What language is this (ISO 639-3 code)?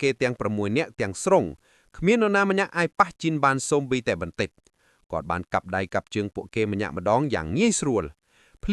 khm